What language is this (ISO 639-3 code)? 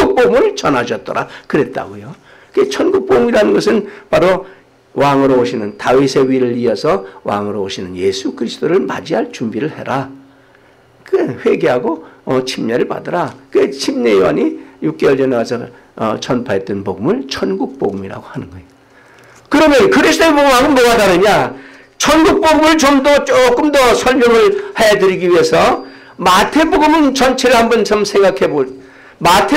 kor